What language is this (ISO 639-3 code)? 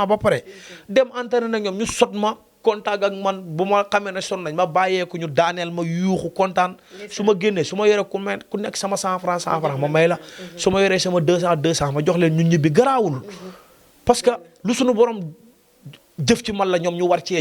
wol